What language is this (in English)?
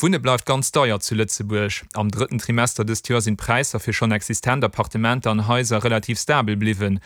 Luxembourgish